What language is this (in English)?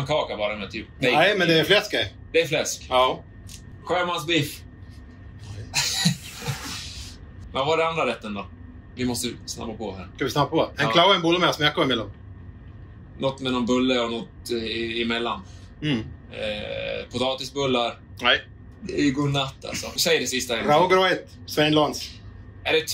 Swedish